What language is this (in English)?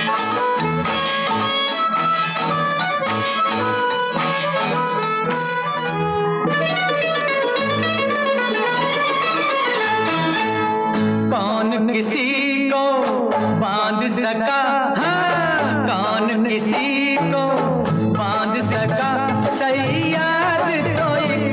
Hindi